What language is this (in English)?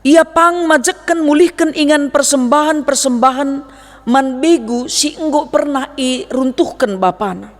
Batak Karo